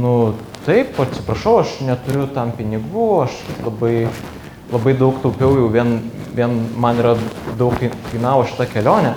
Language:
Lithuanian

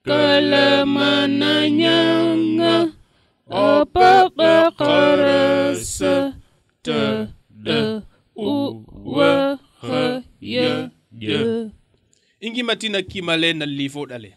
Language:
Serer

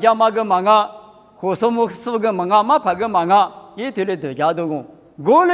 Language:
Lisu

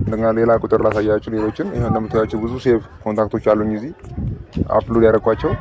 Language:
Amharic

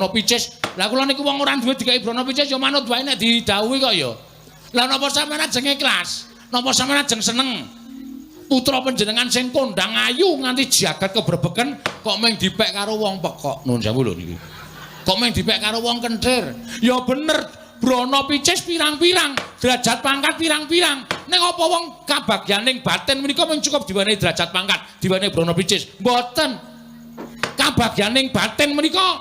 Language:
Javanese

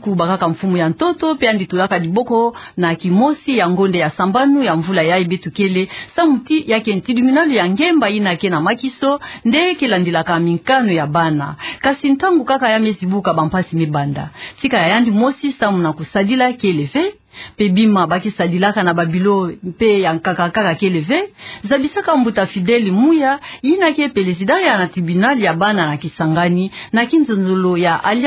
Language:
Kituba (Democratic Republic of Congo)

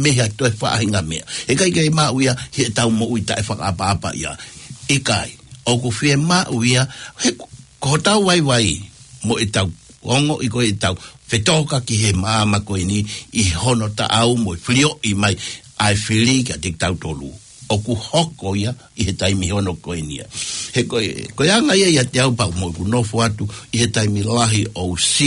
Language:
Tongan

